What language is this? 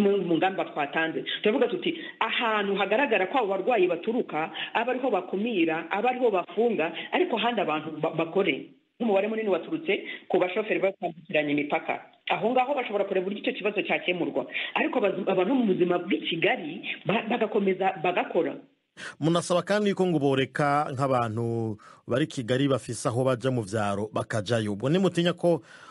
Kinyarwanda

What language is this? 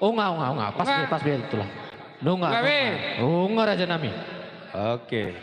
Batak Toba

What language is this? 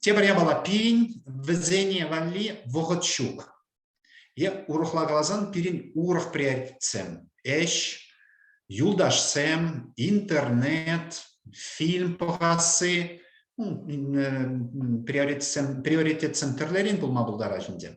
Chuvash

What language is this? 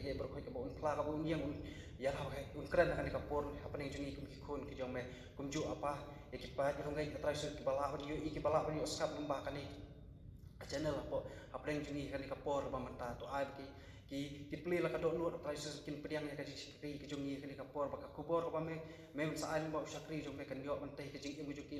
Khasi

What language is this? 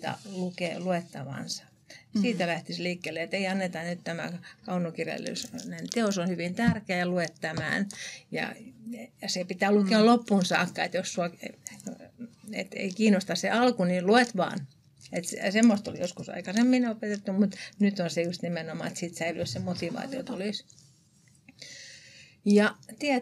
Finnish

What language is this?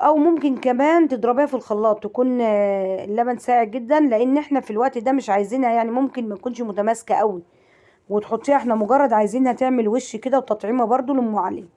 Egyptian Arabic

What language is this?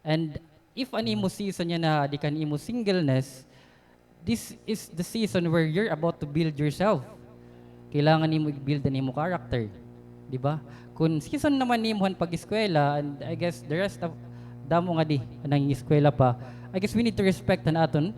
Waray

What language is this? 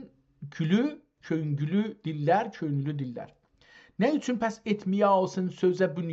South Azerbaijani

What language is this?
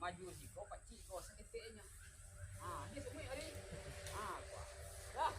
Minangkabau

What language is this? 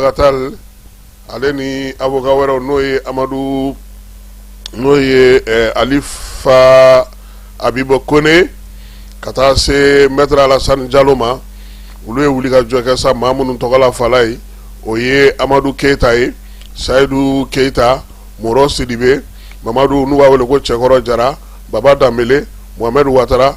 Bambara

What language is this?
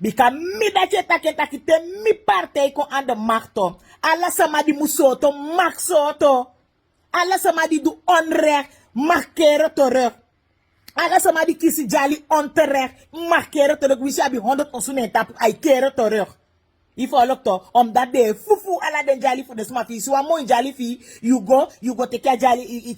Sranan Tongo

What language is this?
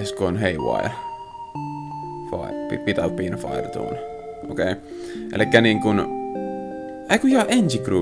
Finnish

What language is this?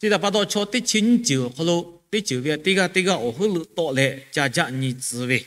Lahu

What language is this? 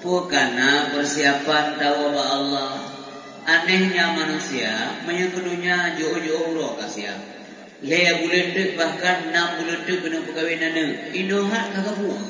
Achinese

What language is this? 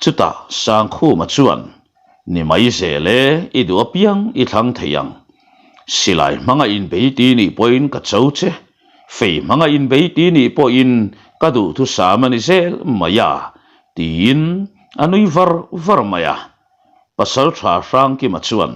Mizo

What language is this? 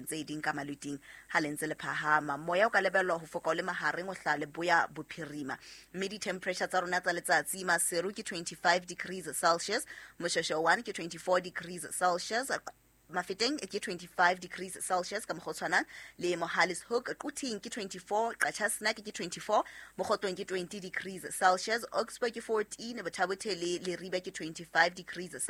Southern Sotho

